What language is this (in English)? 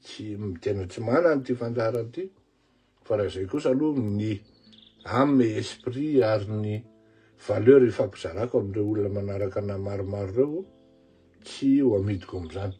Malagasy